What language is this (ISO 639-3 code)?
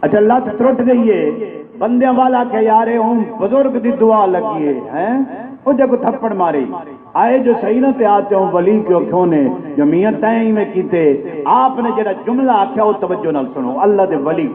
skr